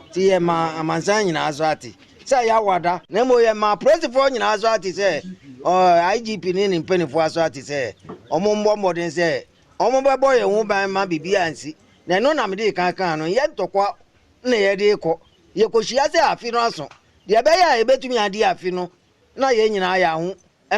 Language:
Akan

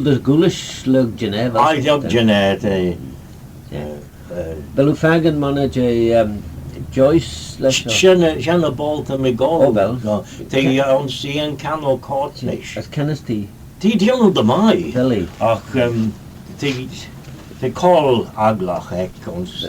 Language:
Manx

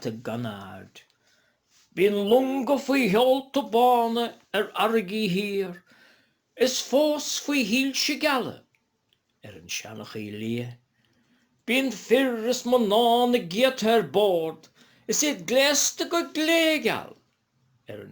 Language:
Irish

